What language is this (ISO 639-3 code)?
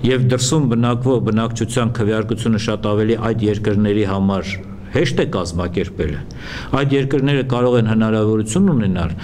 hyw